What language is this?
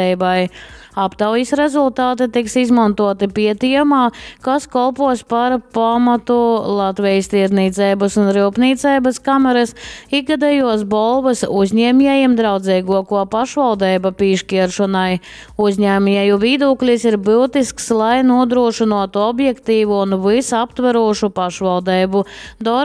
Latgalian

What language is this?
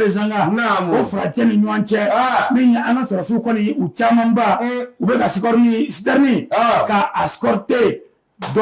Bambara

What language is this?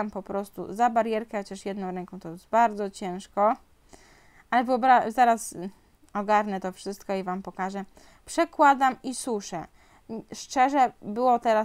Polish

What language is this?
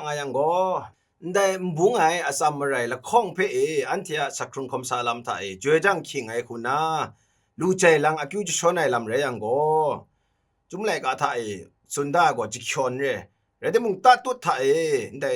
Kachin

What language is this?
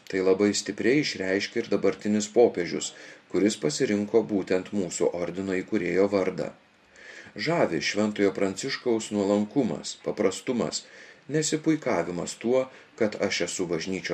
Lithuanian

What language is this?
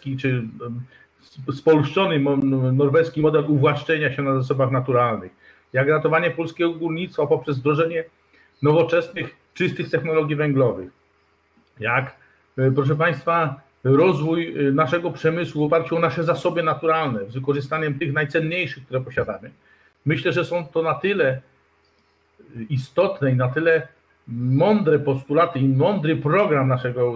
Polish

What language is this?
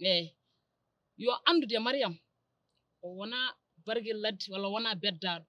Fula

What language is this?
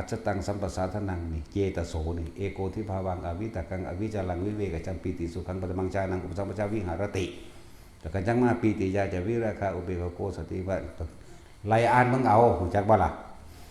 Northeastern Thai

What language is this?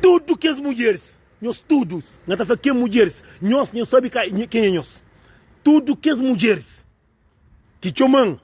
Kabuverdianu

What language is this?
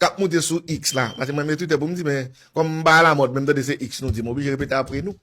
Haitian Creole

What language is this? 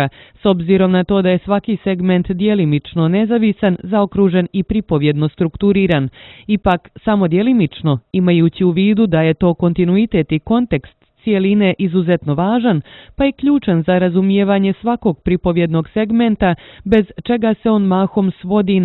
Croatian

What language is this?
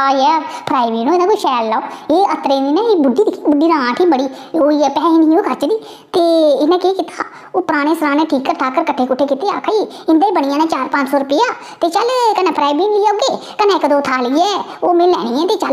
Dogri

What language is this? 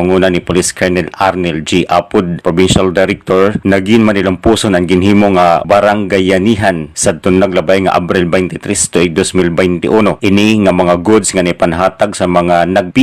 Waray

